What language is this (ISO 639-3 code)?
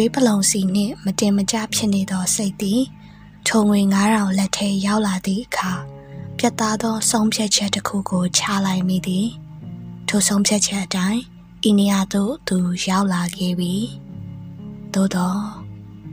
mya